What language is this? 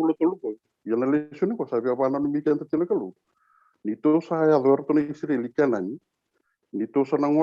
Fijian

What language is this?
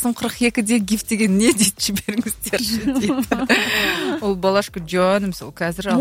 Kazakh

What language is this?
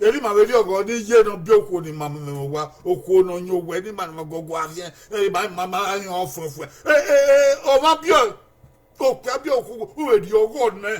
Bini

